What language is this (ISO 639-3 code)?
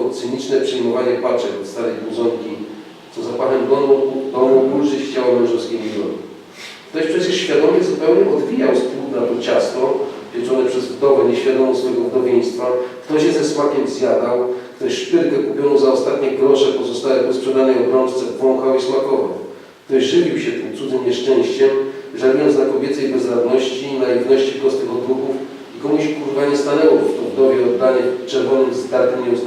szl